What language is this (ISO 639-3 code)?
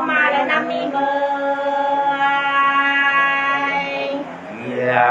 nut